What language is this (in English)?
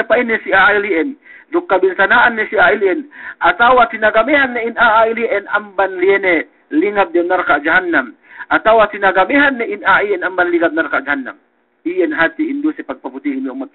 Yakan